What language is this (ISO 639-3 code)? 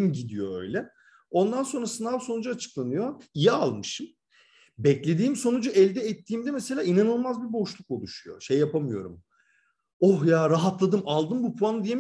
tur